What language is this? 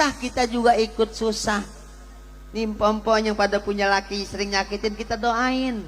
Betawi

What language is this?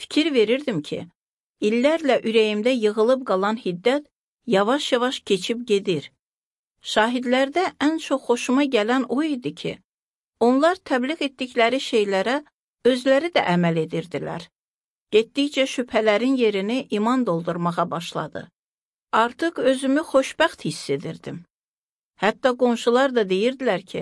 Azerbaijani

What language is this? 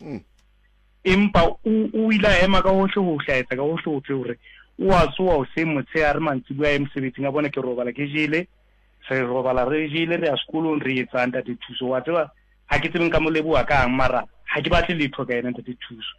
Southern Sotho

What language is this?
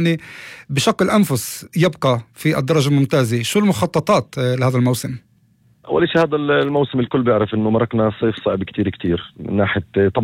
North Levantine Arabic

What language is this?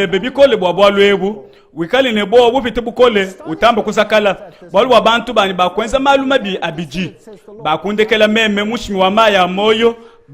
Luba-Lulua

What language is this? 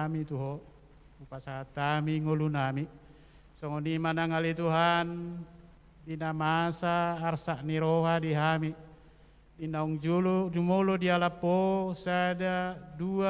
Batak Toba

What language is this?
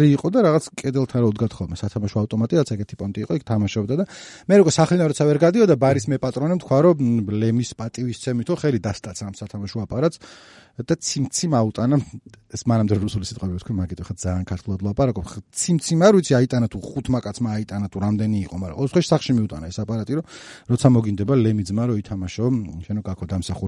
Georgian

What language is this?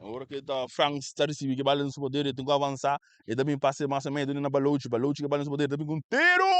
Papiamento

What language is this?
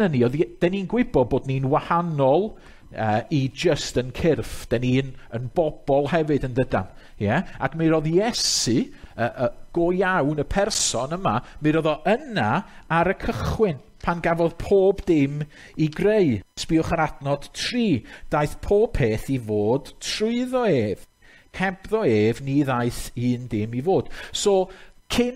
Welsh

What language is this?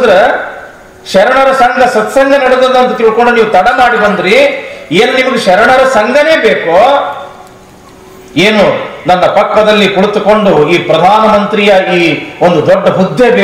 Kannada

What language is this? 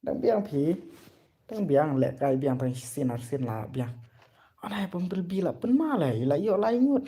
Khasi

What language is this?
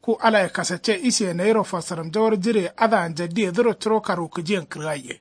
Kanuri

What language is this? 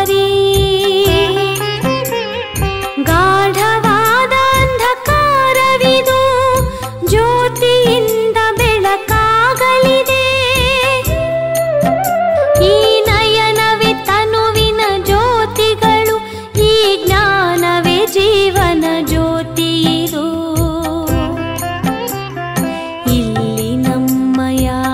Kannada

